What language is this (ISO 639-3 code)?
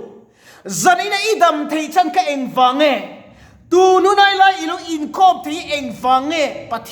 lus